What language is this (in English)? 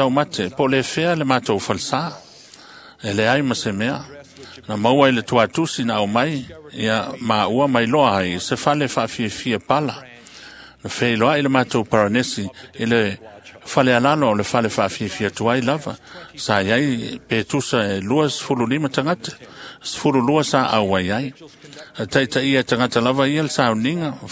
Samoan